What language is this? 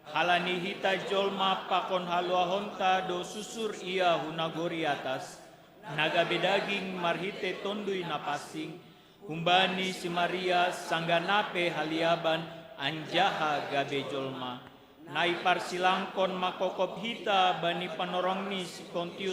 Batak Simalungun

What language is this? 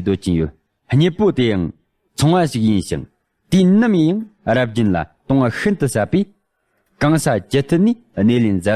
Tibetan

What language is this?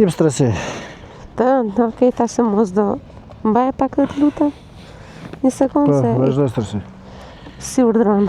Albanian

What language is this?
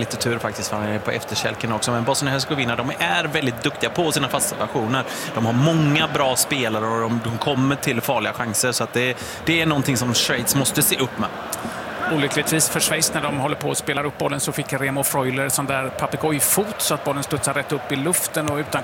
Swedish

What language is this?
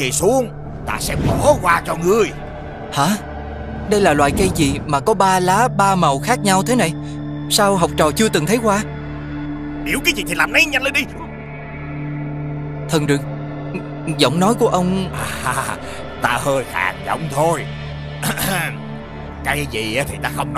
Vietnamese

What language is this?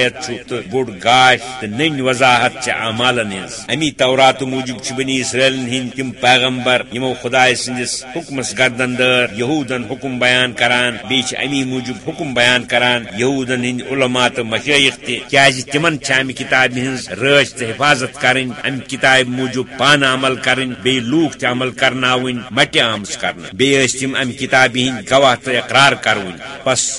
Kashmiri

